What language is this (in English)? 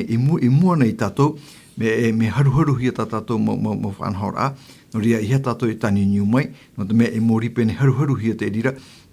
Tahitian